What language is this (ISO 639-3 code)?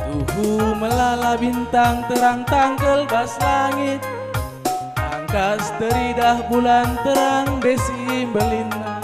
btx